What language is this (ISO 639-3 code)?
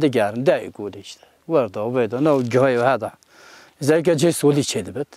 kur